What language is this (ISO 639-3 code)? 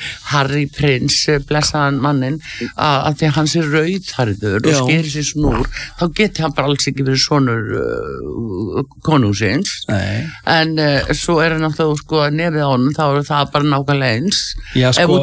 isl